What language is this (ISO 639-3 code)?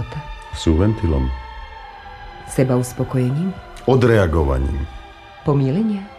slk